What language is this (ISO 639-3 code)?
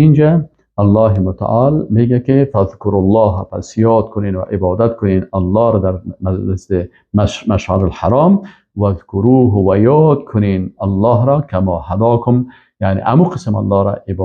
fas